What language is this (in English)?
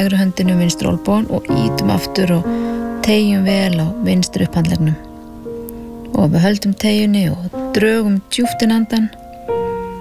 Icelandic